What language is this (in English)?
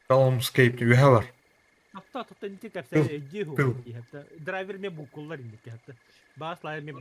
Yakut